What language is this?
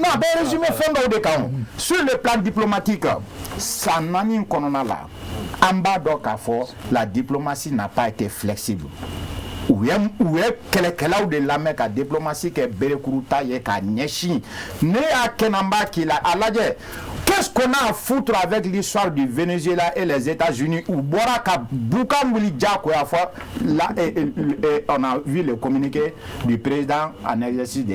Bambara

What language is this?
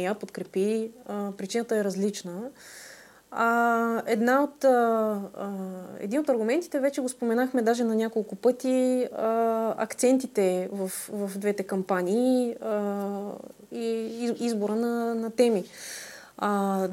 Bulgarian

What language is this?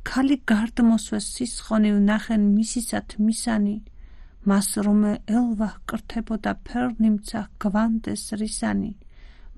Georgian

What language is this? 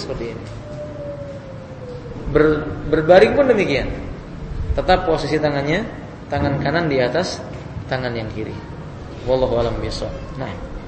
Indonesian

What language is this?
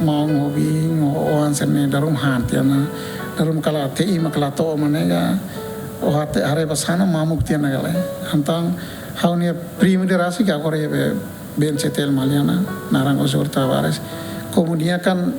Tetum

